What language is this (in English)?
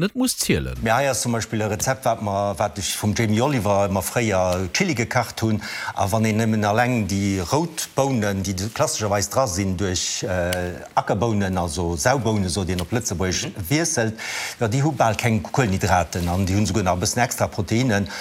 Luxembourgish